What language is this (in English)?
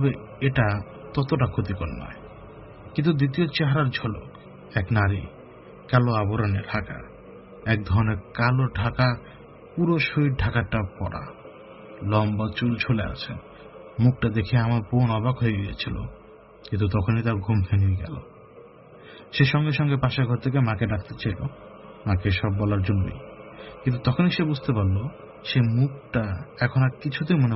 Bangla